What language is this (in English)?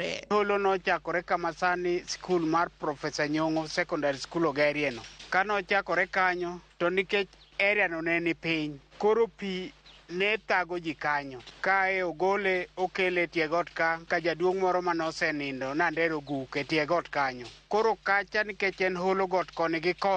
Luo (Kenya and Tanzania)